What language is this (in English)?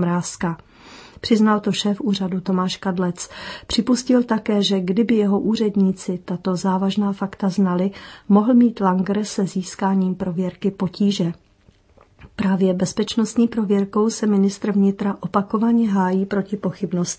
Czech